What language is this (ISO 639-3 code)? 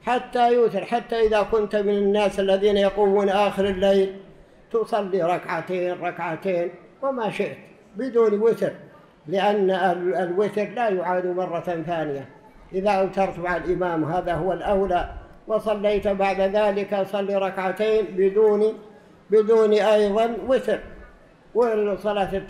ara